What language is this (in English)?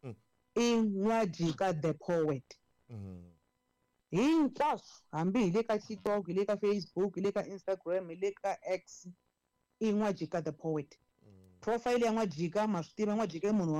Tsonga